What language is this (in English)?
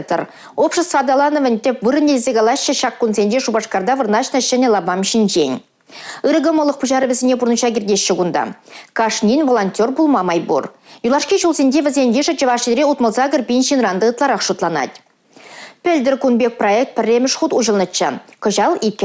Chuvash